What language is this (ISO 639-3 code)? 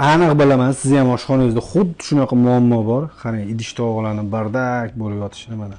uzb